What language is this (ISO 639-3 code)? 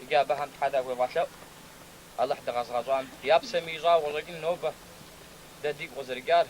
kbd